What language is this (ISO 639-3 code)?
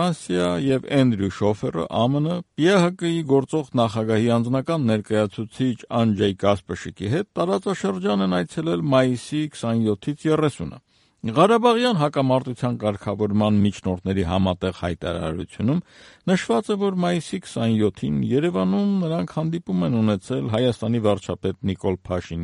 hye